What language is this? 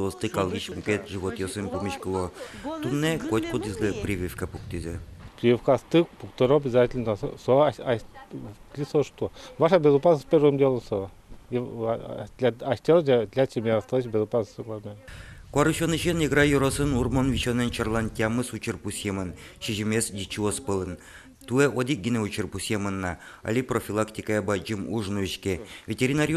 Udmurt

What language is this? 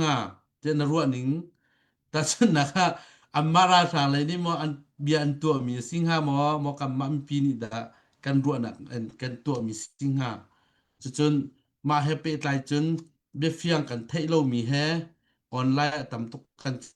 Hakha Chin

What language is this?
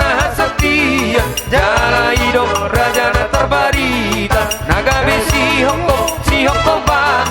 Batak Toba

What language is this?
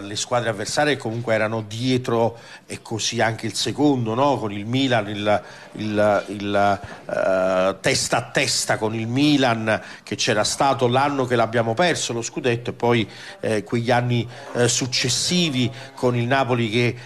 Italian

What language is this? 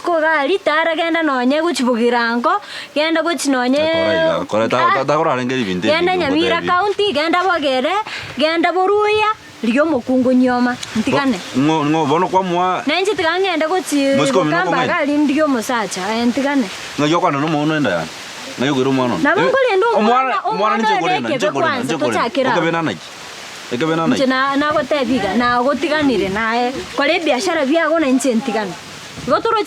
Gusii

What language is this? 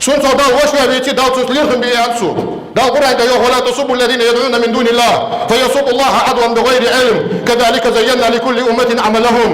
Ingush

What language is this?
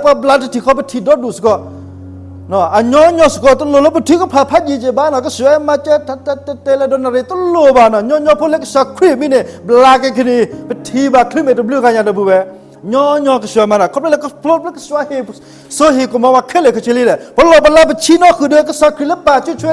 S'gaw Karen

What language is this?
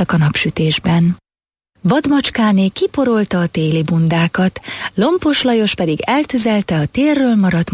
Hungarian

